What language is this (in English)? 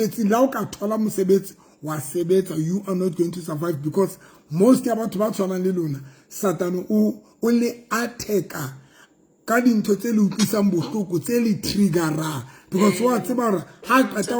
Southern Sotho